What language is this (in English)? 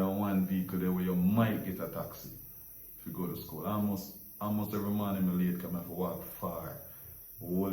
Jamaican Creole English